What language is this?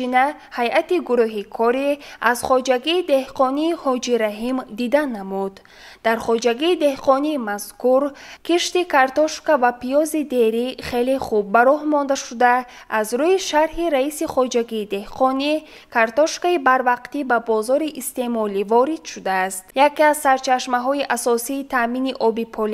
Tajik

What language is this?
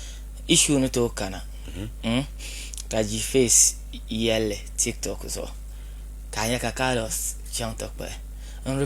Dagbani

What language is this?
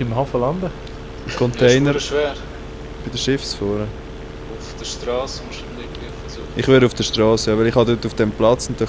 Swiss German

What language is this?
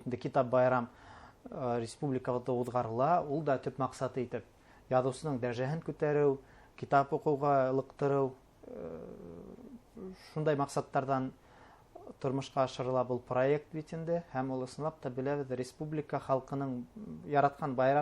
Bashkir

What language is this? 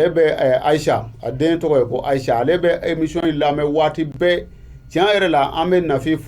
Bambara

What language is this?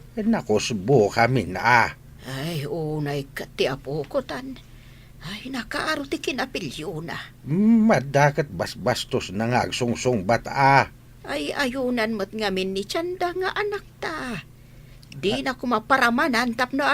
Iloko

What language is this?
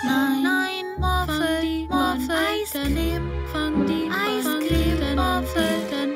German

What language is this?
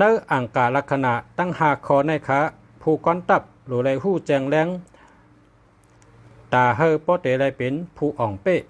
Shan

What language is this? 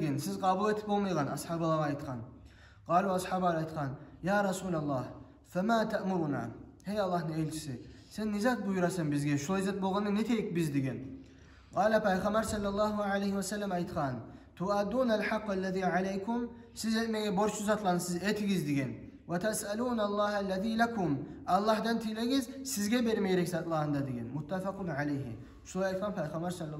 Kumyk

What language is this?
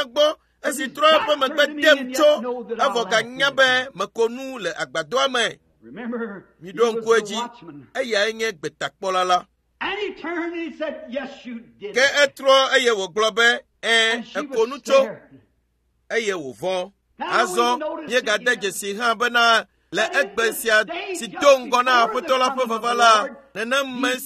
Ewe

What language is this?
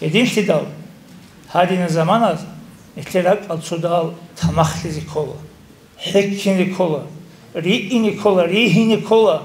Avaric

